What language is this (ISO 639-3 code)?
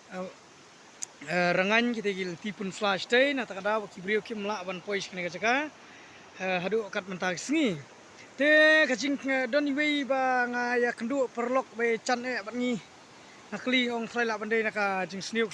kha